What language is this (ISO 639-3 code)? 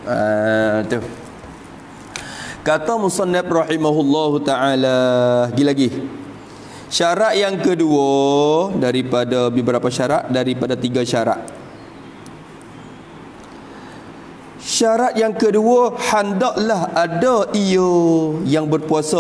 msa